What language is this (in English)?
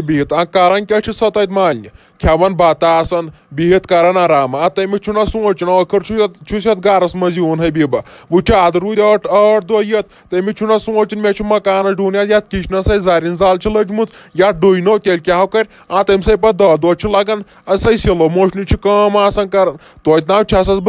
Kashmiri